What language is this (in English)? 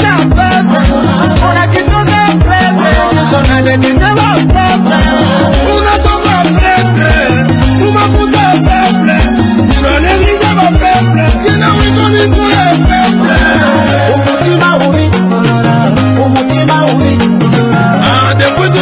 Swahili